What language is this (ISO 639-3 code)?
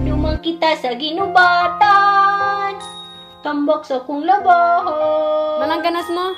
bik